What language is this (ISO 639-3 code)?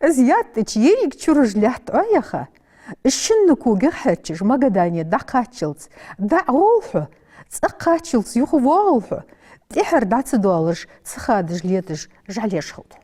inh